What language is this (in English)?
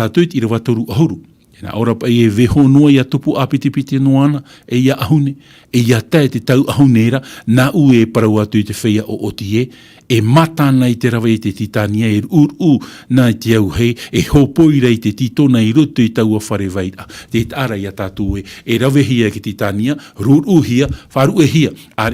Tahitian